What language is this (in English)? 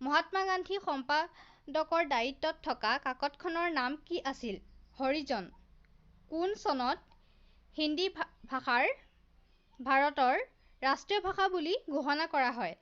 Assamese